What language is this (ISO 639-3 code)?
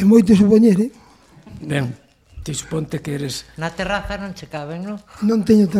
glg